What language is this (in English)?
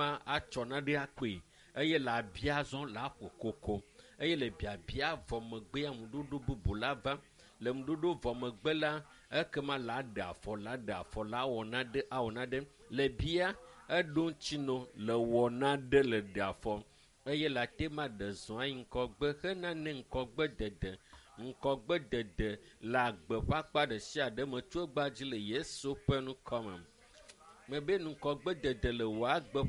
Ewe